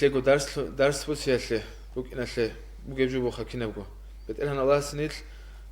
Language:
Avaric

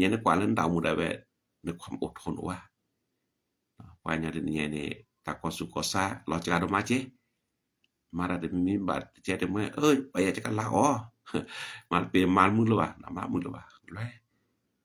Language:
S'gaw Karen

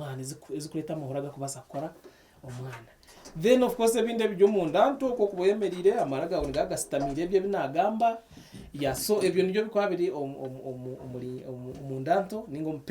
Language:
Nyankole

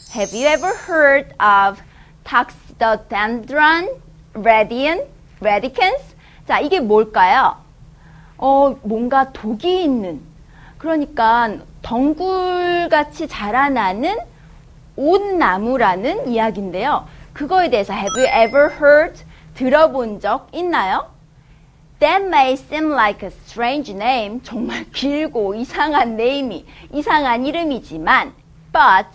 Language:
Korean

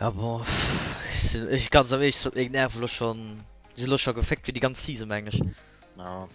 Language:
Luxembourgish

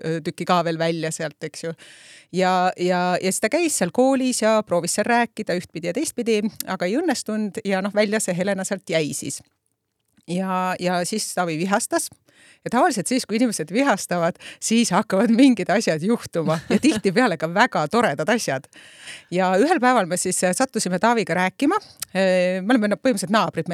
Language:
Estonian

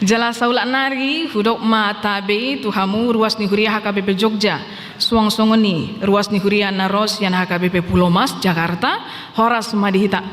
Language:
Batak Toba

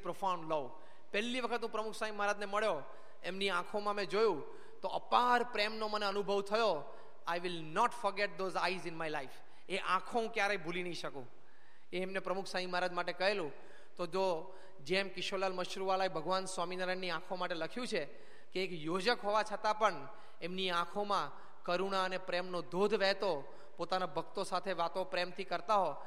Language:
Gujarati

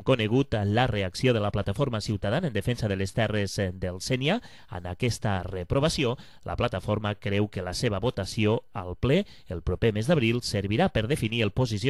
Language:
Catalan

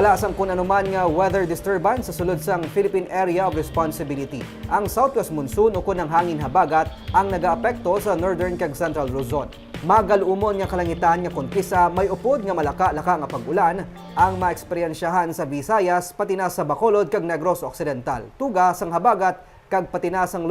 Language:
Hiligaynon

